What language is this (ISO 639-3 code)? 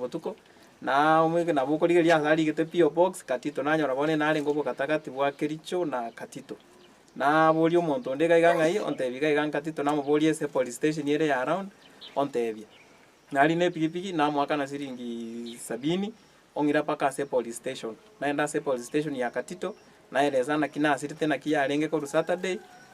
guz